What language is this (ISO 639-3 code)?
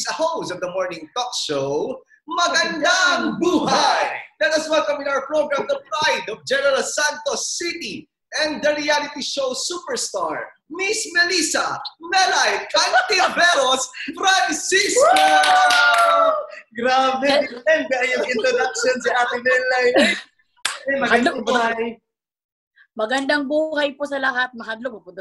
fil